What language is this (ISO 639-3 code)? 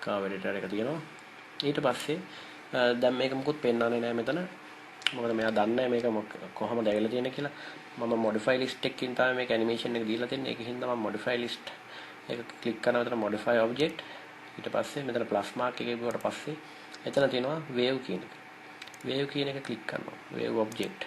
sin